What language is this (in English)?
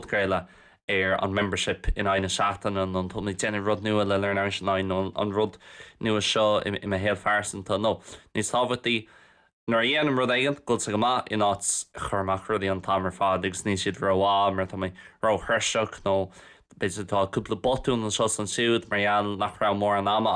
Irish